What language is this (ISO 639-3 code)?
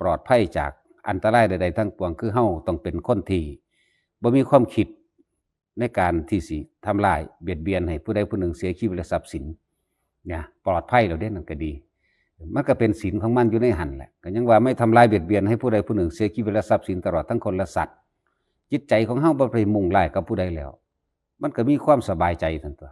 tts